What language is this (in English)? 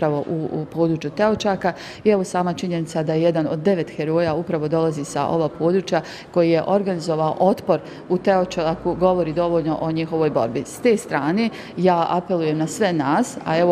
Bosnian